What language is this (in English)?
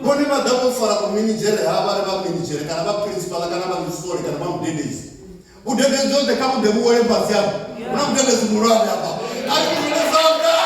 Venda